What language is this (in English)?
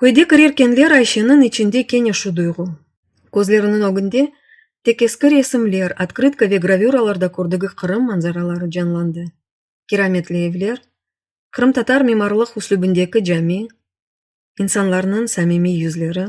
Crimean Tatar